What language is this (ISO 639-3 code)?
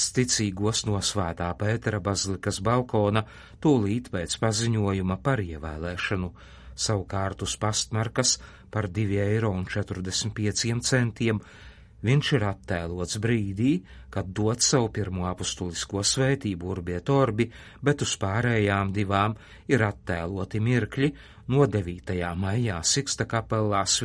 lav